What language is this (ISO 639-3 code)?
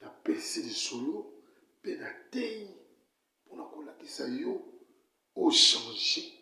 lin